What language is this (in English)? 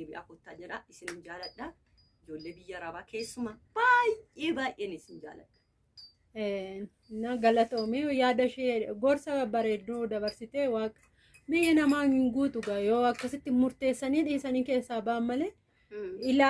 Oromo